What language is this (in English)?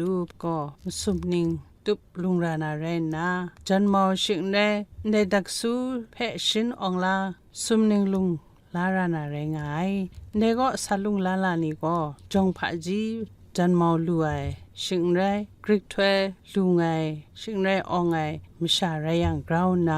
Kachin